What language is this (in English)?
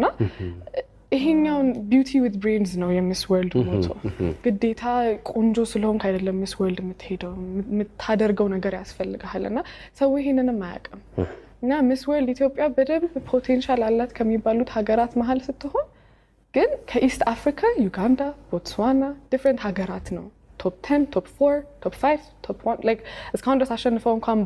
Amharic